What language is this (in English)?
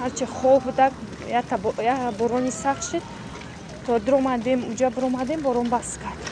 Tajik